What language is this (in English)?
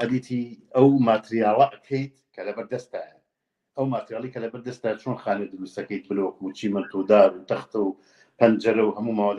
Central Kurdish